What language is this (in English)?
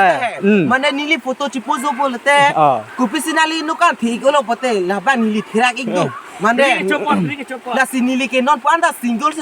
Karbi